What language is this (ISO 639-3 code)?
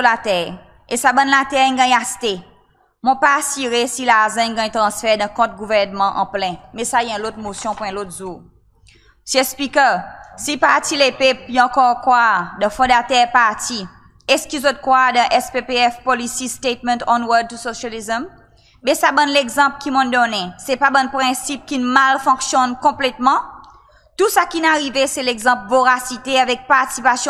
crs